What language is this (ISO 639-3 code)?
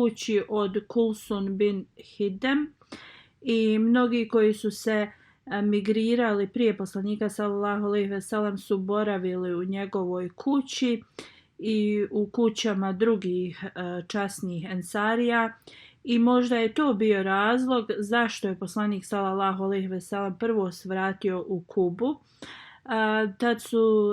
bos